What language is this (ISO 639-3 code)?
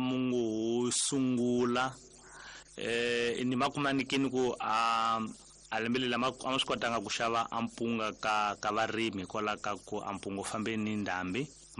tso